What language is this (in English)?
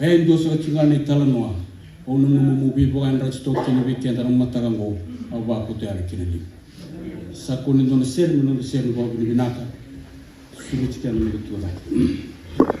Fijian